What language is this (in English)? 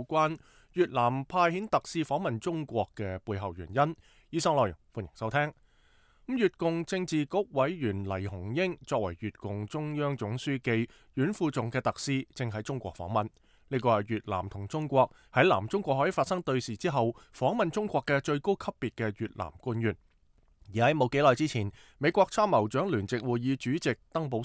Cantonese